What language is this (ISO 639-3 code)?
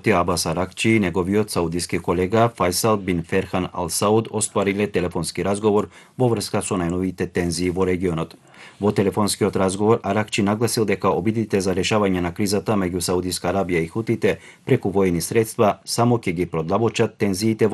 mkd